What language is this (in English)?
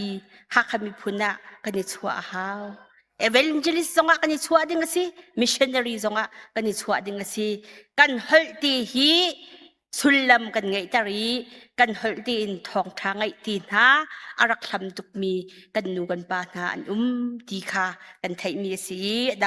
Hakha Chin